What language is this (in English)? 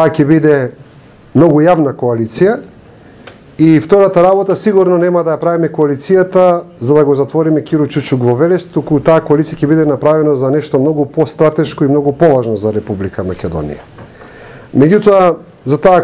Macedonian